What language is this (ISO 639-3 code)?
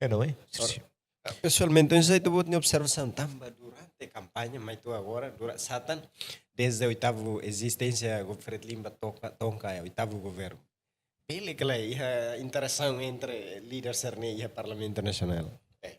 tet